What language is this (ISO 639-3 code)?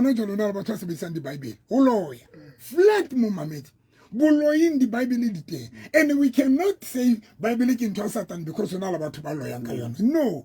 sot